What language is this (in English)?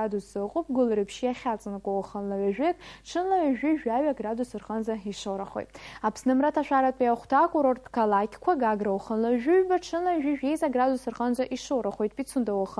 Abkhazian